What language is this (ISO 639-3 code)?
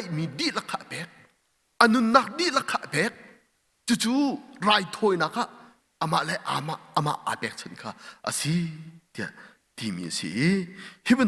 cnh